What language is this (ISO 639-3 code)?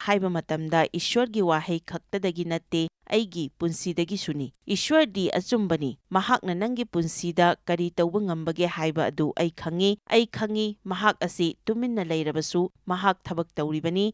mni